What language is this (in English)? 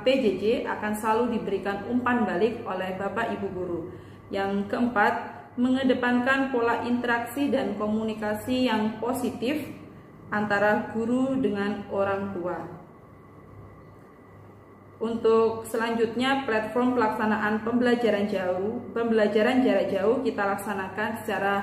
Indonesian